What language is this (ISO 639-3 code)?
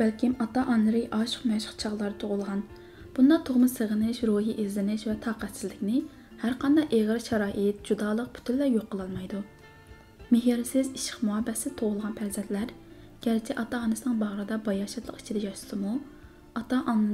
uig